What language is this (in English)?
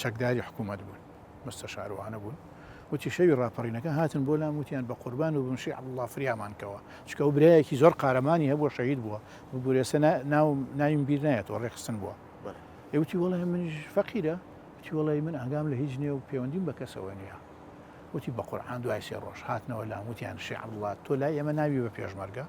Central Kurdish